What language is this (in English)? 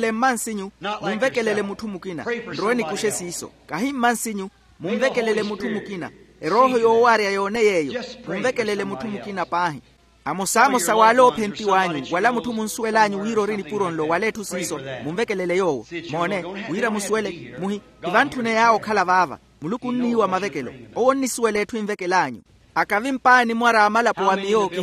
Makhuwa